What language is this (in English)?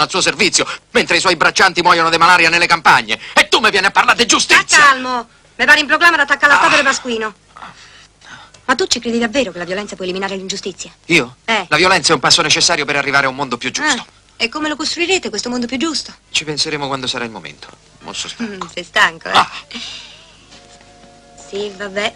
Italian